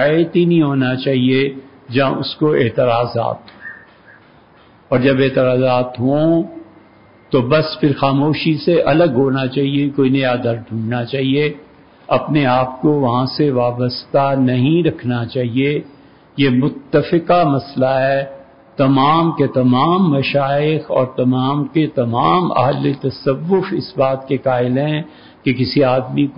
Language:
Urdu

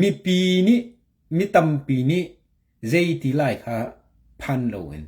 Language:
Hakha Chin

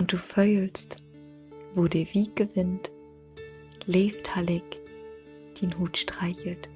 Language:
Low German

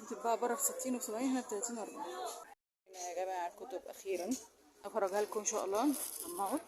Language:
Egyptian Arabic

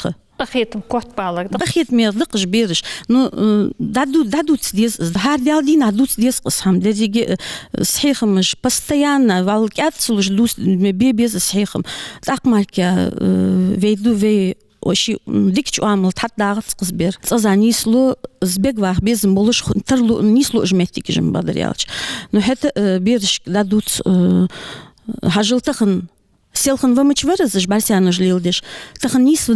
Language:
Ingush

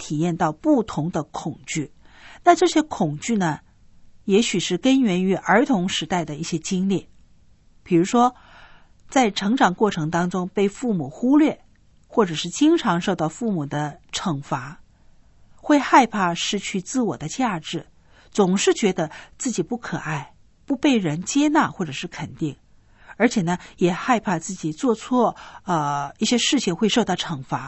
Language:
Chinese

